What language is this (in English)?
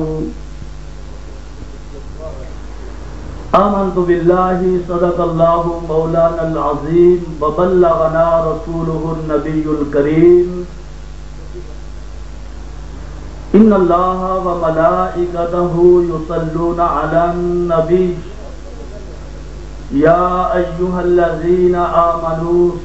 Urdu